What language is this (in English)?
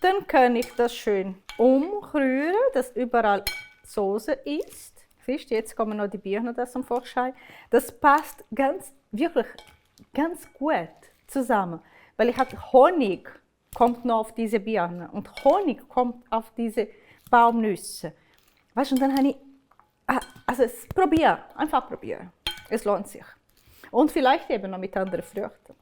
Swiss German